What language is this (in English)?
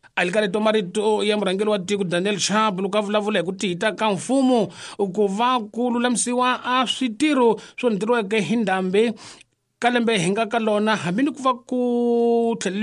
Tsonga